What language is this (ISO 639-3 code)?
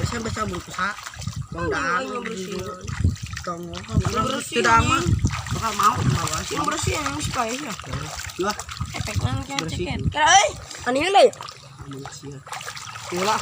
sun